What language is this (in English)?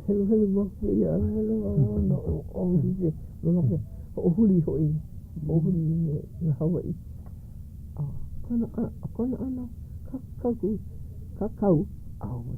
Hawaiian